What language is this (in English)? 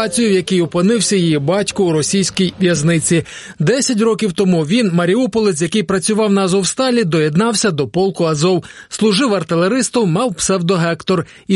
Ukrainian